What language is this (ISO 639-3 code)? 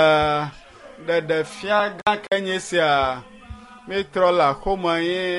ewe